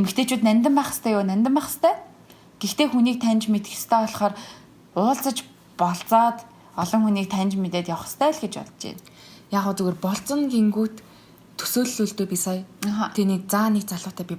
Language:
Mongolian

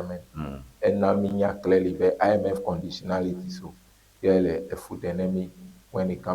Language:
Ewe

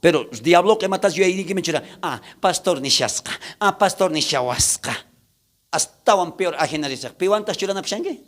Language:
South Bolivian Quechua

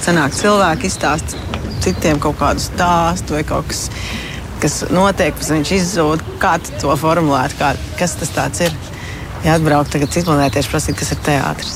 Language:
Latvian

